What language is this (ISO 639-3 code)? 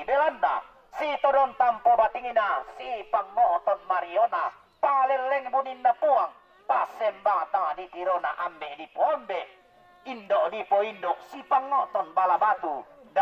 sda